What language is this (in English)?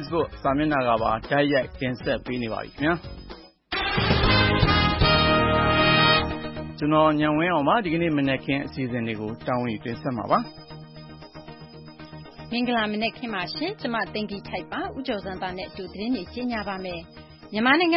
Burmese